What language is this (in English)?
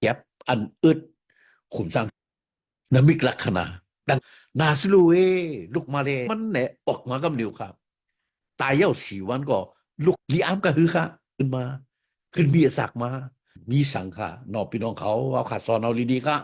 Shan